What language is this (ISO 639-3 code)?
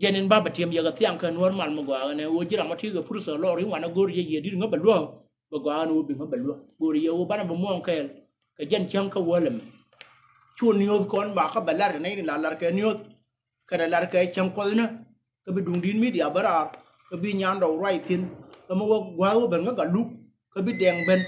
nus